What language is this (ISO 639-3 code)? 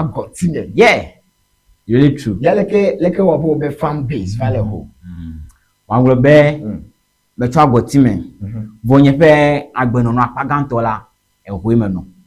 ewe